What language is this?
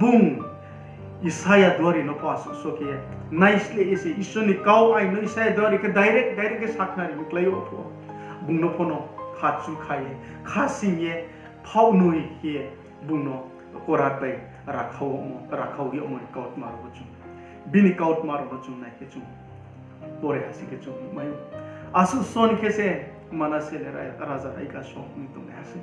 Riang (India)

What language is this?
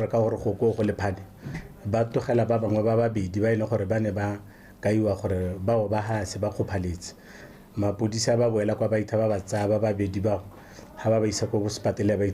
Tswana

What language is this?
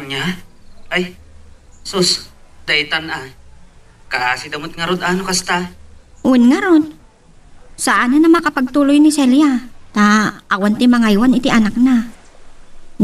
Iloko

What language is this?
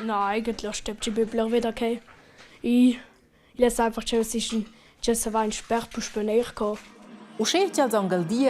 Romansh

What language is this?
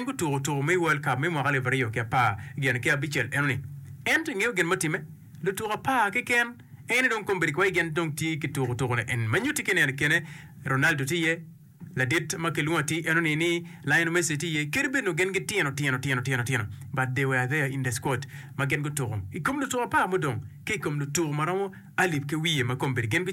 Acoli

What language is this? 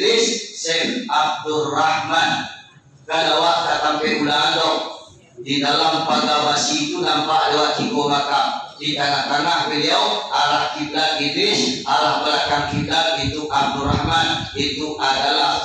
Minangkabau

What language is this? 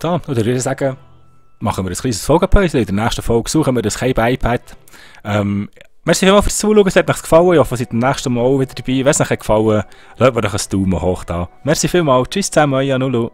Swiss German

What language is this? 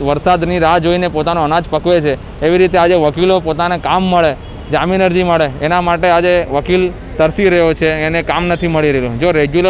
Gujarati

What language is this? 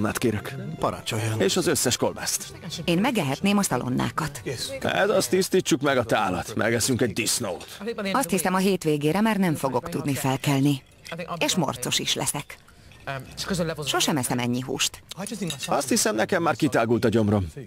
Hungarian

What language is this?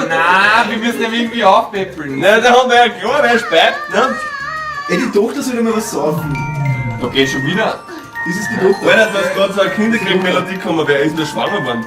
Bavarian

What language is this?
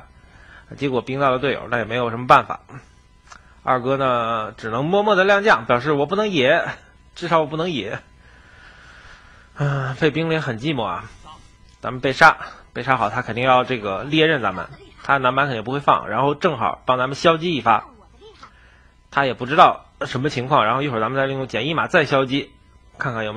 Chinese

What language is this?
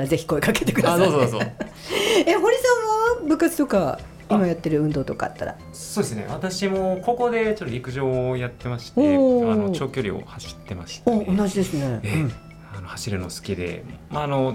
Japanese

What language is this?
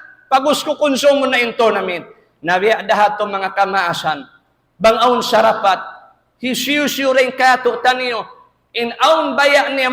Tausug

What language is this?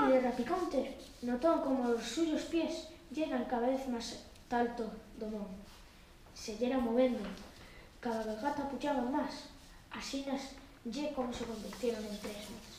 Aragonese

